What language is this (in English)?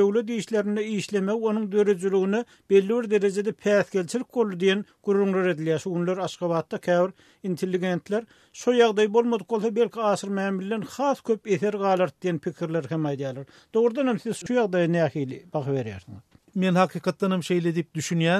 Turkmen